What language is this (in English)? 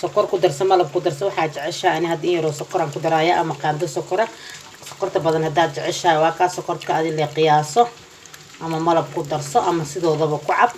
Somali